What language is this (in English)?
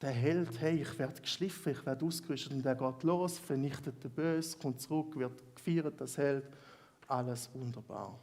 Swiss German